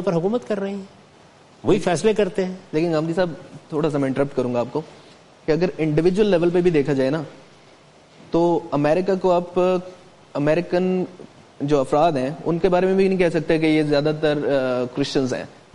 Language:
Urdu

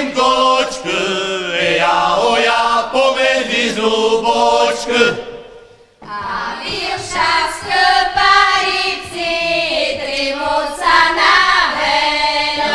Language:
Rusyn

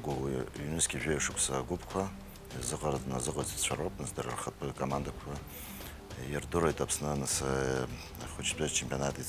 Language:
Abkhazian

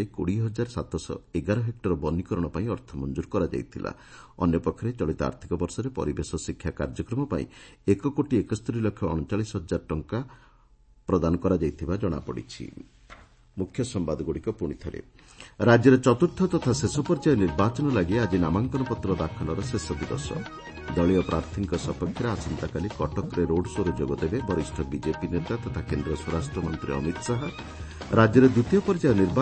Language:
Odia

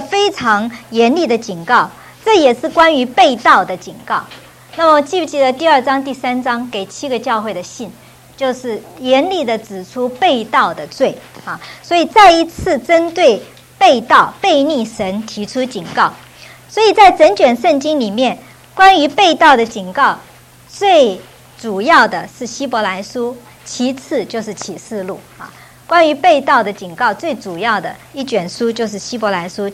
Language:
Chinese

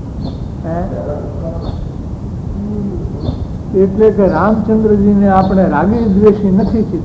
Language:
Gujarati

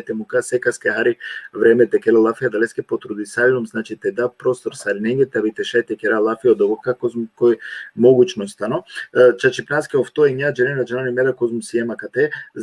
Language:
Balkan Romani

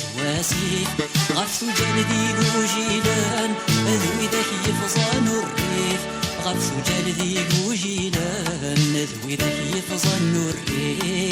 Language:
Kabyle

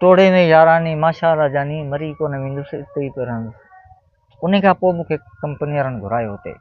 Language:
Sindhi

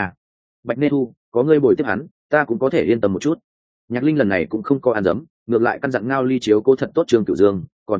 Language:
Vietnamese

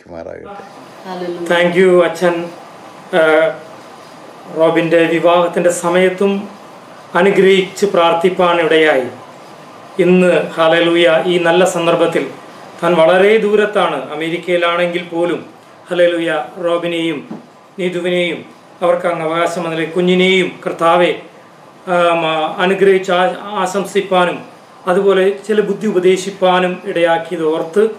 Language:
Malayalam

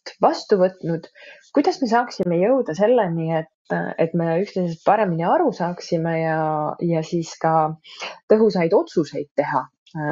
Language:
Estonian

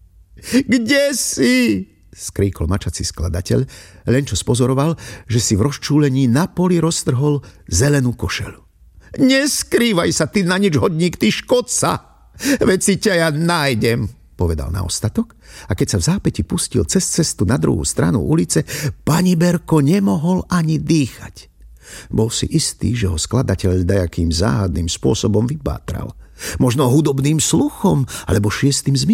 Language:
Slovak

